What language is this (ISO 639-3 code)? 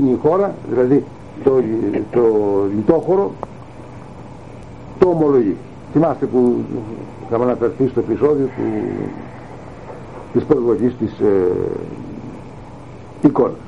ell